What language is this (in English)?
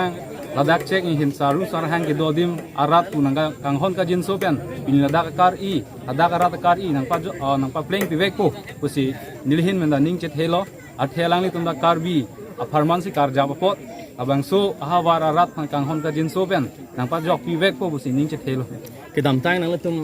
Karbi